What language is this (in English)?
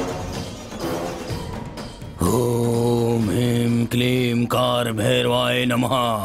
Bhojpuri